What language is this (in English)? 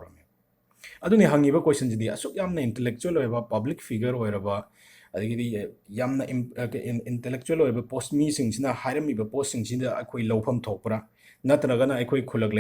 Manipuri